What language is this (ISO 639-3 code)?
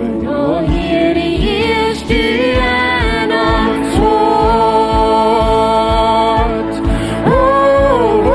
pdt